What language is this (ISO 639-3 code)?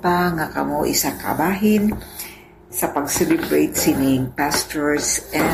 hil